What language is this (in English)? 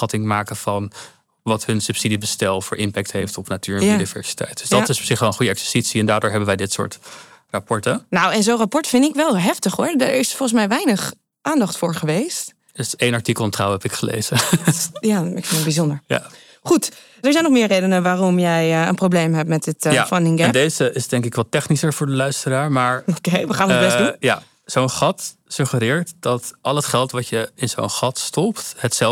Dutch